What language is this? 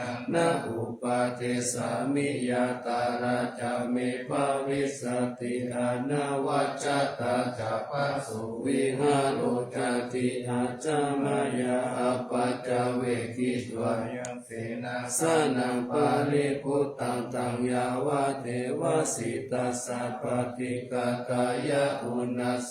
Pali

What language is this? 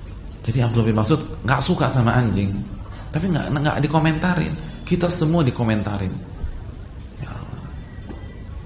Indonesian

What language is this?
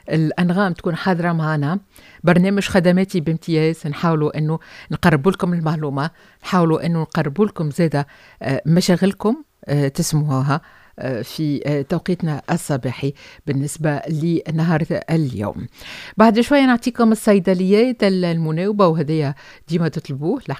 Tunisian Arabic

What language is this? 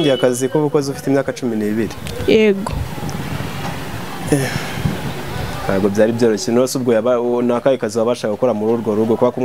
Kinyarwanda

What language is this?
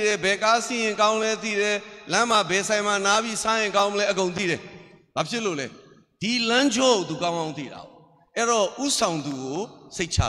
Burmese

